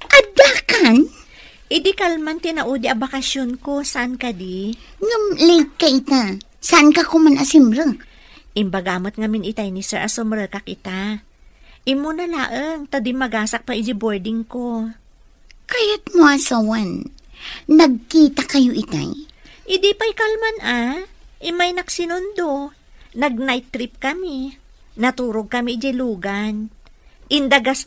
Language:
Iloko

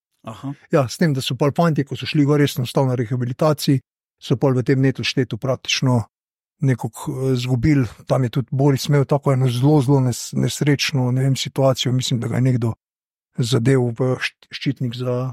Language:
Slovenian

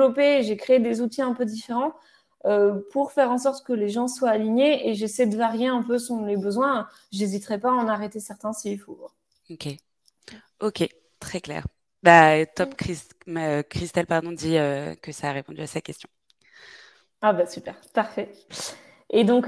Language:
French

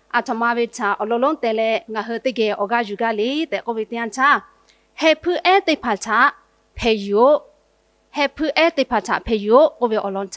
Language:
Lahu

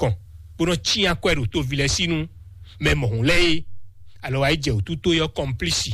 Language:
Fon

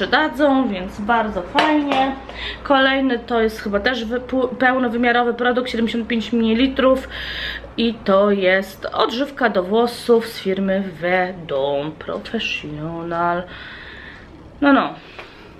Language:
Polish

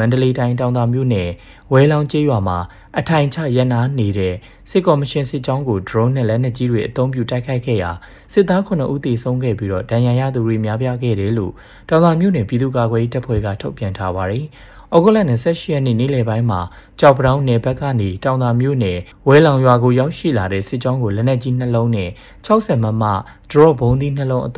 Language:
Burmese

